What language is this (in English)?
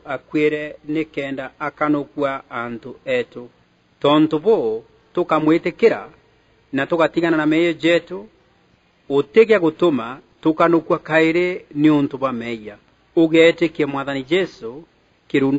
Meru